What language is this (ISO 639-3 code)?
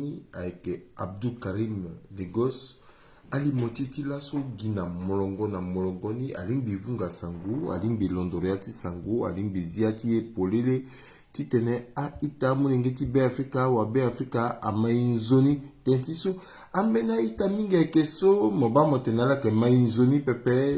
sag